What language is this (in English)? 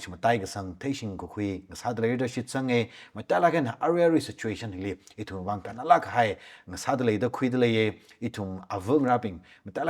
Tangkhul Naga (India)